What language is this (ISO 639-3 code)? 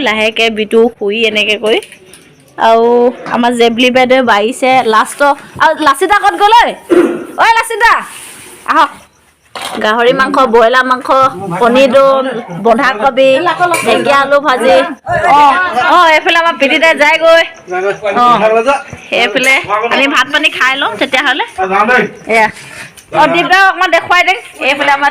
asm